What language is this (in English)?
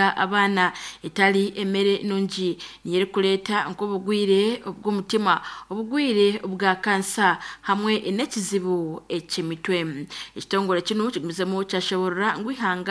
Nyankole